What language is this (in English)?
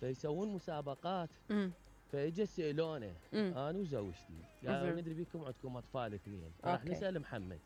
Mesopotamian Arabic